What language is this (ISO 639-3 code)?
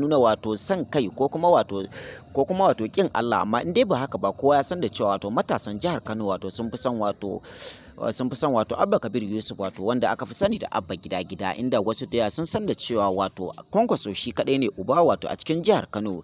hau